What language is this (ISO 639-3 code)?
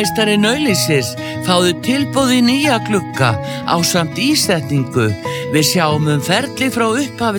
isl